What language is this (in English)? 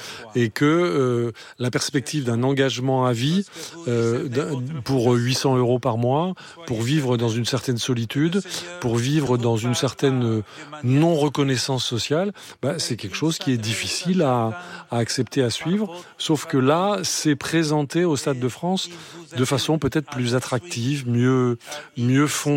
French